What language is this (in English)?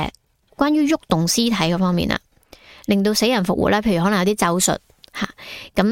Cantonese